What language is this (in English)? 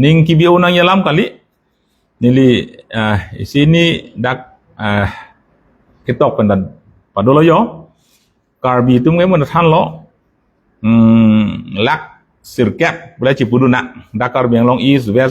Karbi